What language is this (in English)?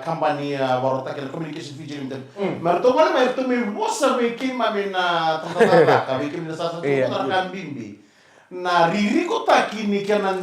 Fijian